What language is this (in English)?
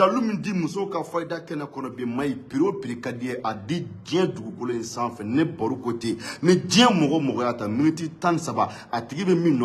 Bambara